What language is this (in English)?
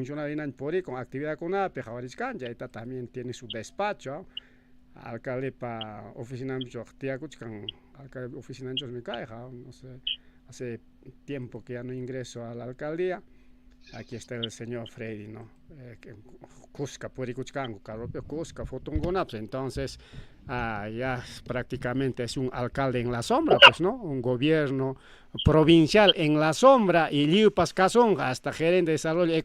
Ayacucho Quechua